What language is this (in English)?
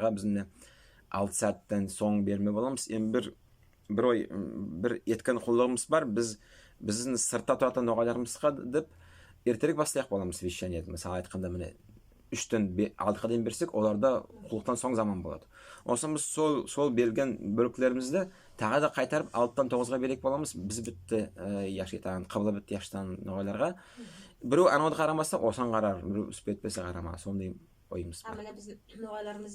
Nogai